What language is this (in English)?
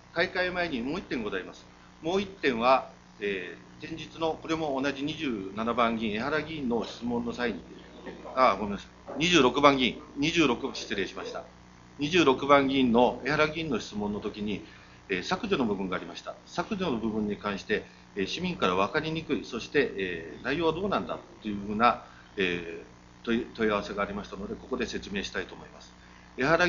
Japanese